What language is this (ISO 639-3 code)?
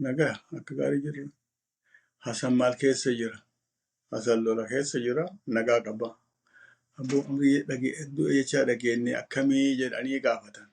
orm